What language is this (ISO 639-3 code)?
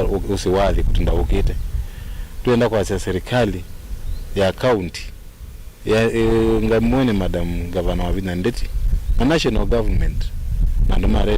kam